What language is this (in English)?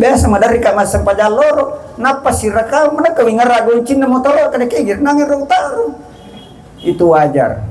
Buginese